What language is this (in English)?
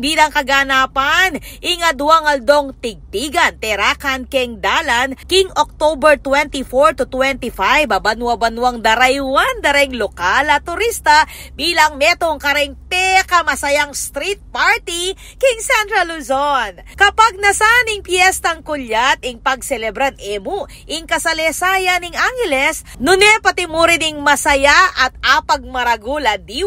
Pampanga